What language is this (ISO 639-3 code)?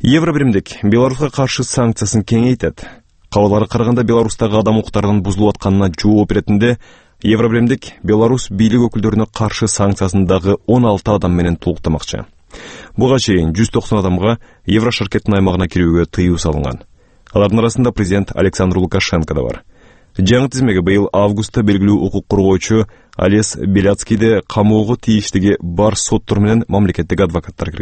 kir